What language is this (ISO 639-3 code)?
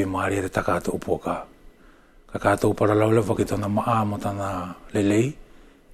wls